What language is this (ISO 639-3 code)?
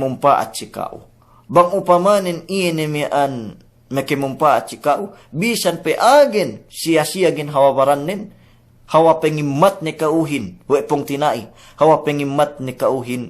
yka